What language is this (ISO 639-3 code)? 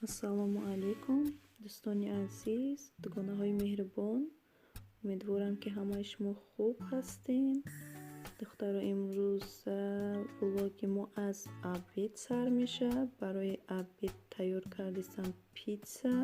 tgk